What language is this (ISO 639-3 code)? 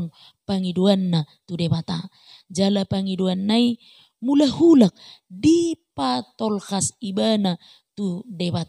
bbc